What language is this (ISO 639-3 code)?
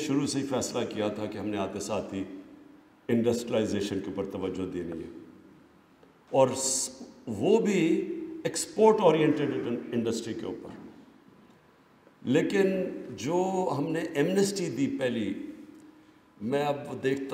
urd